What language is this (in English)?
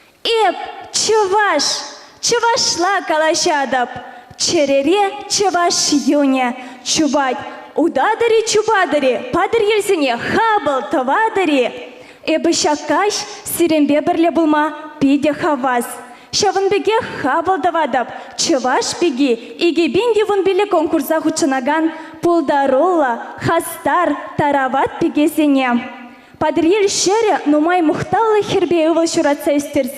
Chuvash